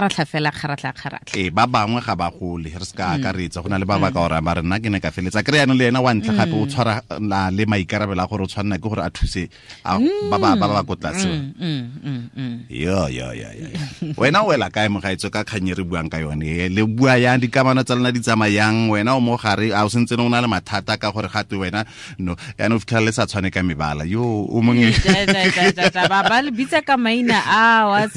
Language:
Tswana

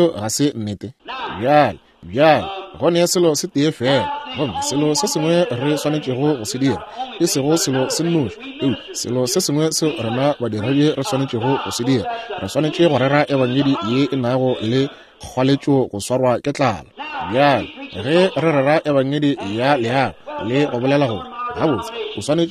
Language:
Northern Sotho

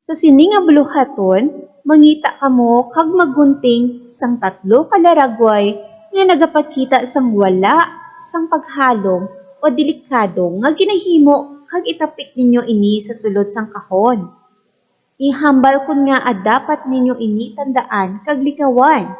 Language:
Hiligaynon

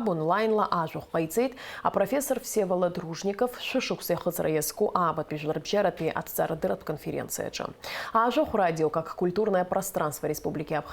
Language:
Abkhazian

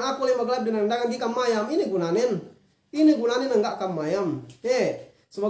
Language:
Yakan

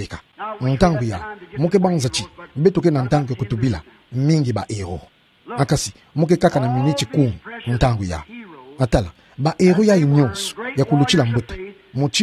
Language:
Kituba (Democratic Republic of Congo)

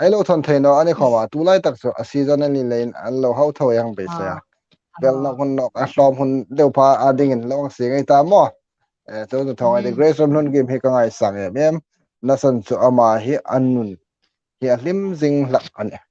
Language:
Hmar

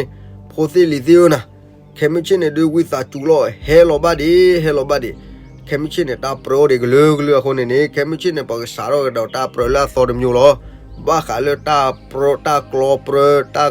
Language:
S'gaw Karen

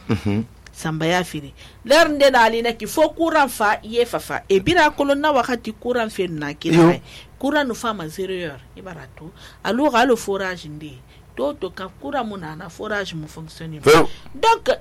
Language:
Susu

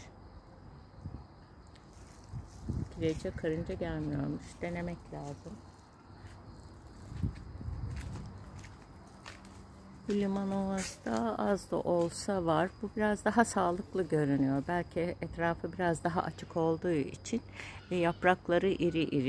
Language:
Turkish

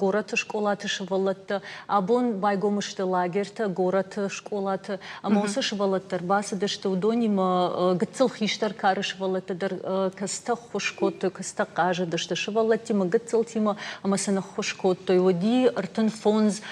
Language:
Ossetic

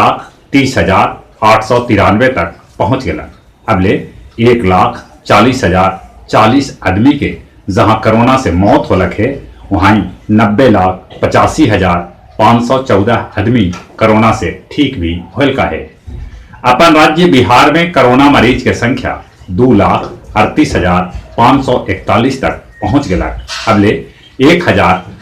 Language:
Magahi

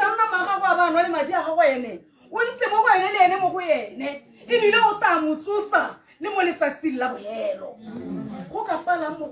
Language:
Tswana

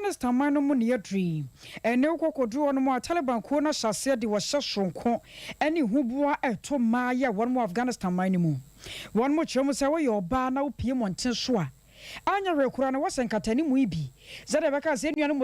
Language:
Akan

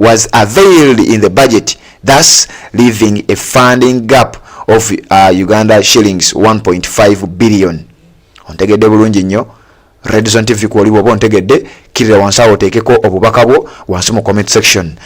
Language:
Ganda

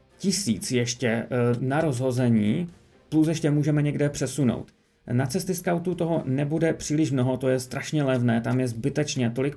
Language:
Czech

